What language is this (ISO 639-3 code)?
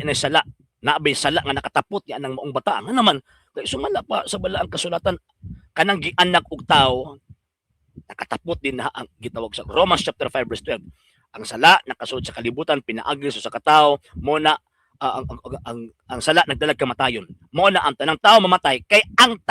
ceb